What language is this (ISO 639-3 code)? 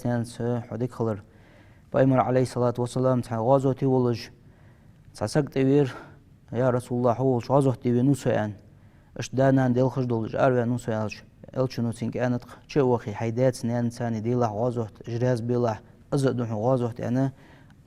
inh